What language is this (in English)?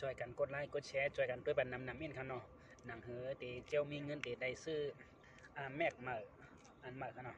Shan